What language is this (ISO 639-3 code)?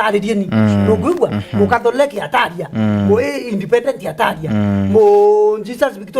mer